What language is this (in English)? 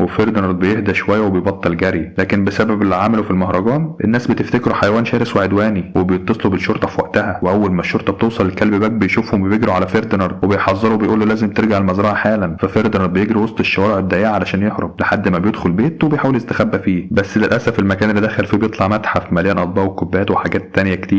Egyptian Arabic